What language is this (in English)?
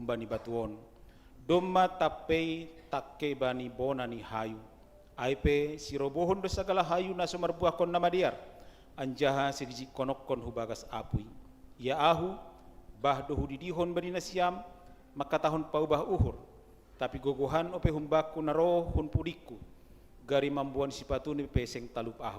Batak Simalungun